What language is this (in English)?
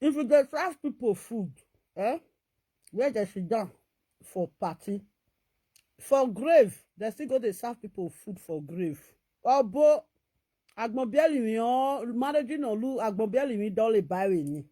Nigerian Pidgin